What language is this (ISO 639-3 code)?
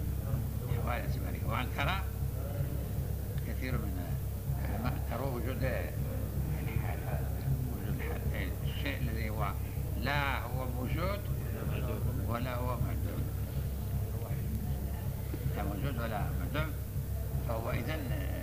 ara